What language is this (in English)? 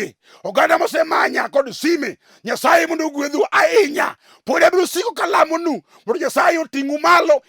Luo (Kenya and Tanzania)